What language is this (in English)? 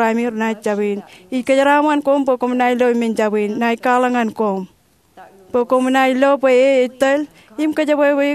Marshallese